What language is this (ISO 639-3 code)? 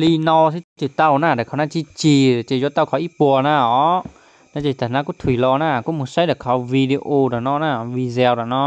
hmn